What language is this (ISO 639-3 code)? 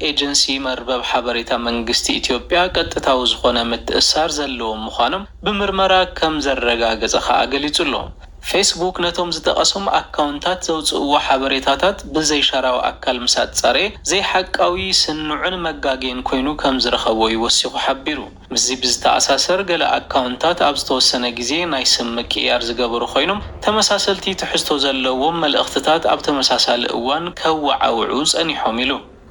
tir